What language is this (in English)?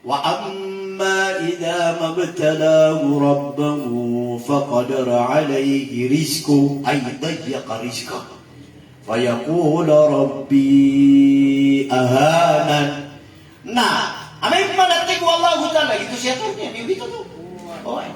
Maranao